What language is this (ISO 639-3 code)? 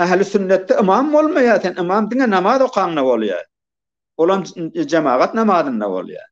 tuk